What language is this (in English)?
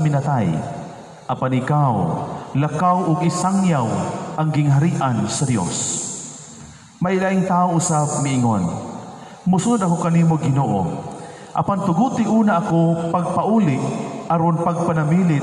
Cebuano